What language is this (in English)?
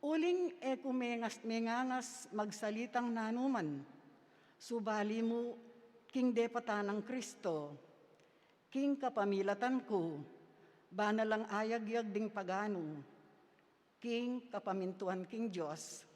Pampanga